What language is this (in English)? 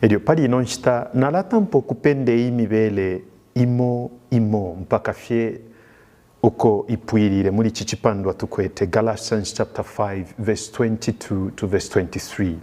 Bemba